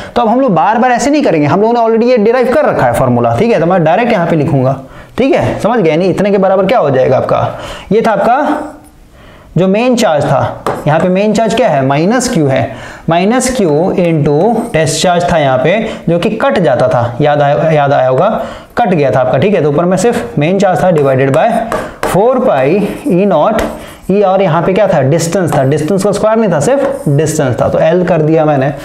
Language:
Hindi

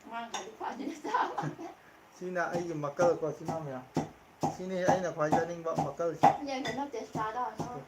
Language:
Manipuri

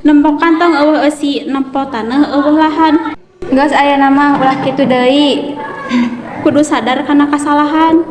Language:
Sundanese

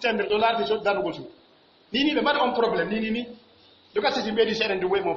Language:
Pular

